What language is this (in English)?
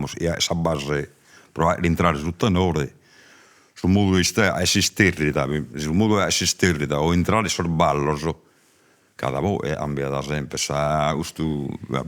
Sardinian